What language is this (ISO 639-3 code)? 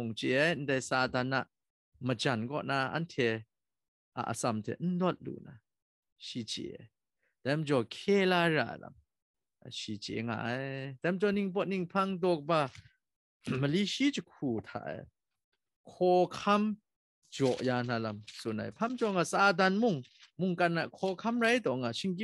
kac